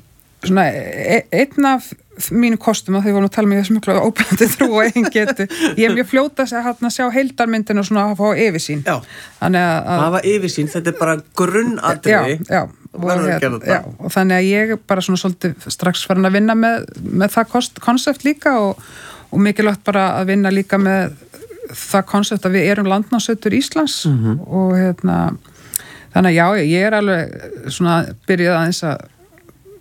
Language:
Icelandic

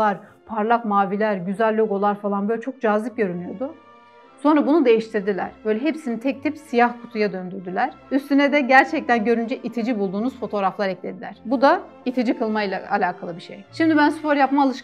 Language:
Turkish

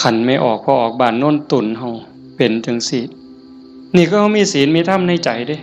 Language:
Northeastern Thai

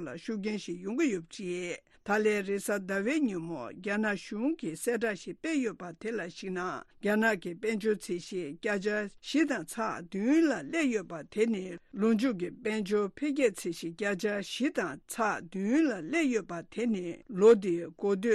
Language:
Tibetan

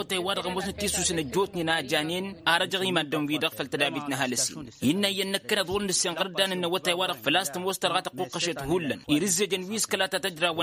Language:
Tamasheq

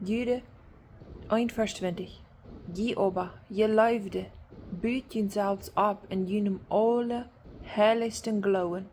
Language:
Plautdietsch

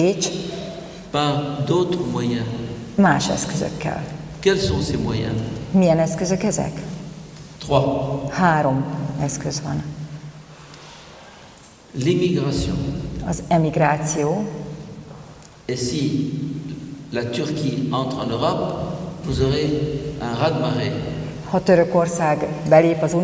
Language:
Hungarian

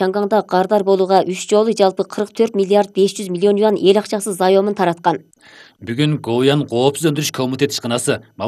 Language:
Kyrgyz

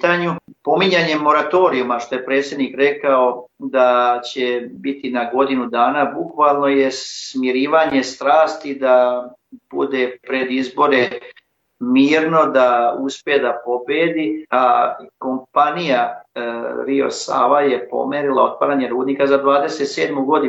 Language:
Serbian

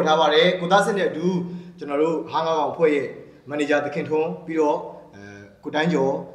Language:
Burmese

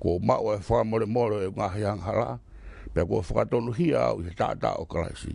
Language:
Tongan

